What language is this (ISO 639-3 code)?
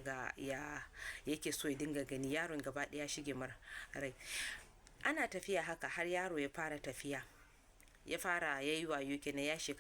hau